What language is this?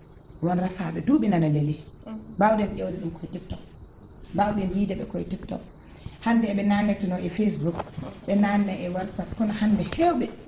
Fula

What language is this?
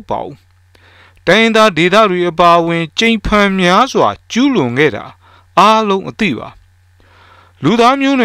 Burmese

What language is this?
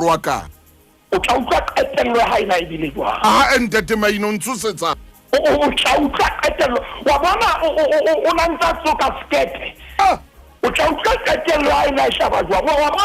Southern Sotho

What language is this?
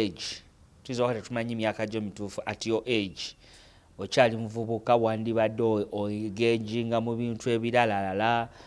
Ganda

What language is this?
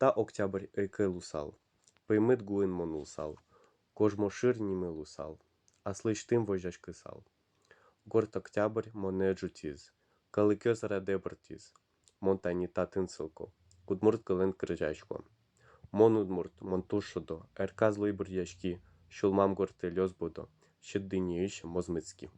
Udmurt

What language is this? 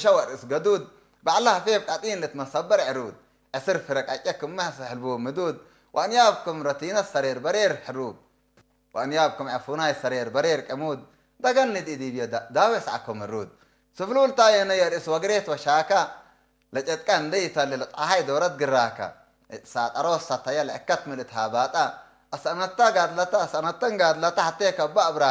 Tigre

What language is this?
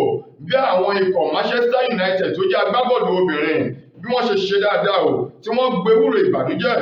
Yoruba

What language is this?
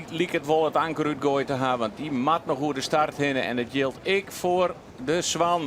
Western Frisian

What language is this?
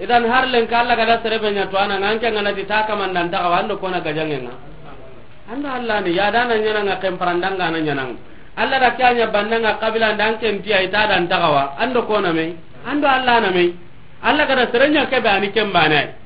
Soninke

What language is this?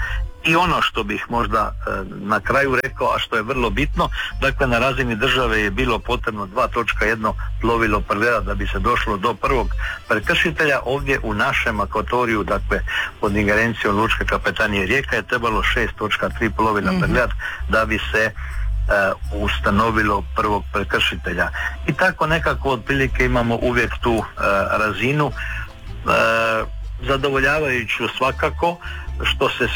Croatian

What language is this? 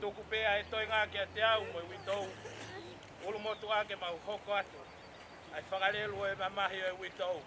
Tongan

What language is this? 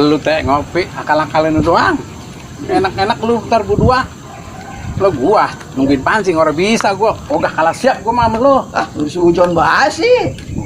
Betawi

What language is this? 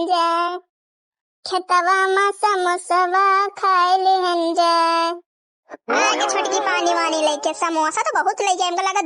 Awadhi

